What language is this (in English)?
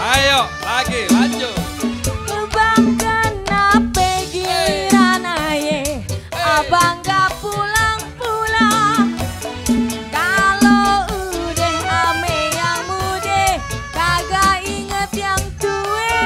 Betawi